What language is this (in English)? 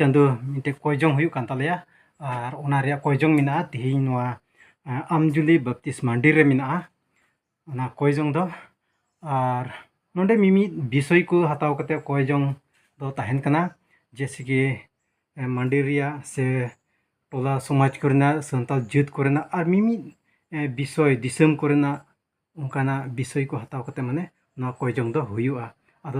Santali